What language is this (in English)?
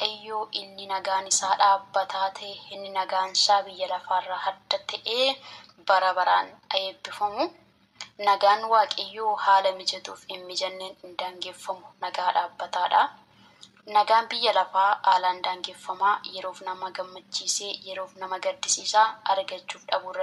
Oromo